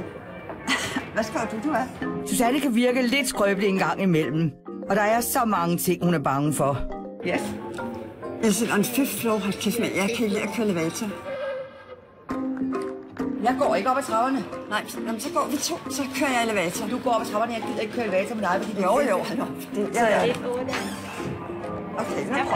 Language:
Danish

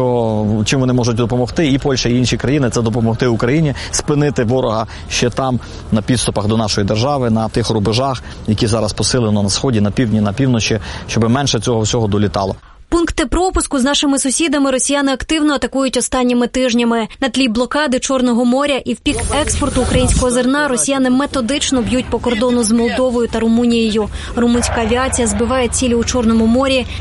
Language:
Ukrainian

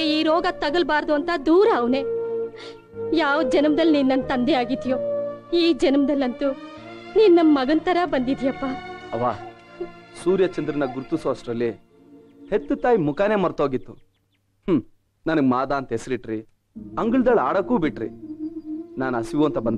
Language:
Kannada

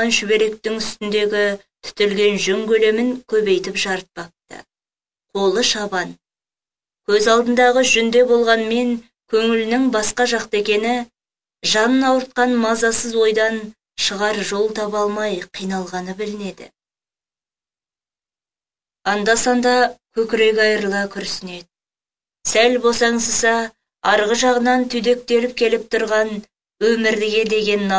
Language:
Kazakh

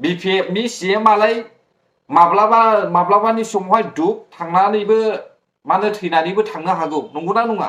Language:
Bodo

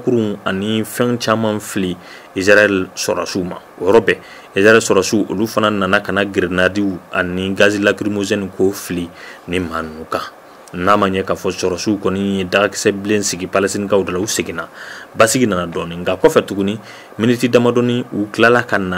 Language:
Bambara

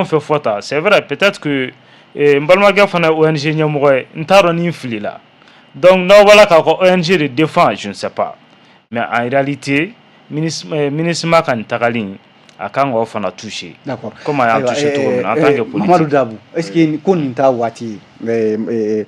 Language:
Bambara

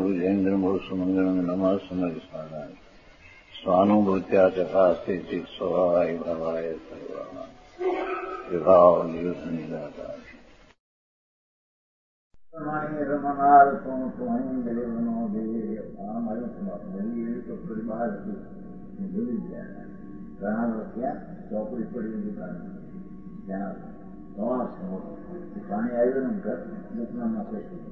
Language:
Gujarati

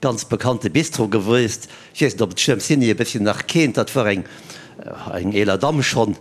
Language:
Luxembourgish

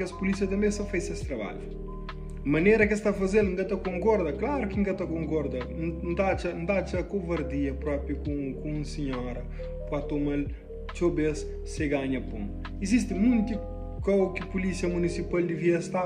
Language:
Kabuverdianu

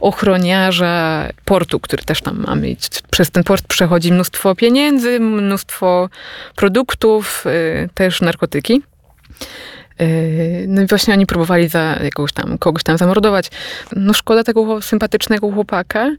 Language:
Polish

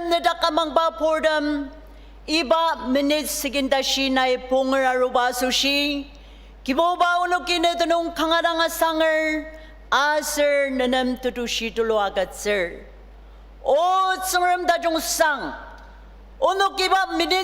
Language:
Ao Naga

